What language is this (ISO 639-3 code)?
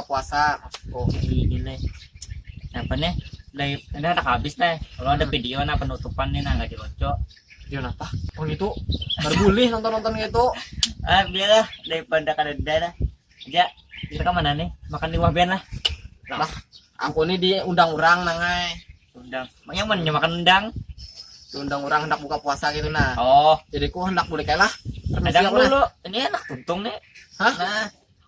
bjn